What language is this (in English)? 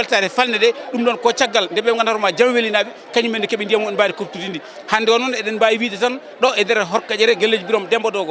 Fula